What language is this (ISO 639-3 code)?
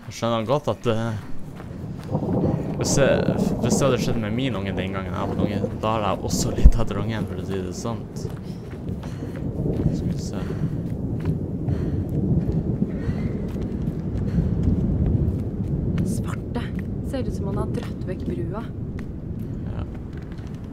nor